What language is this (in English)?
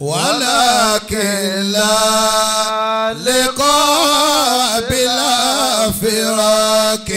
Yoruba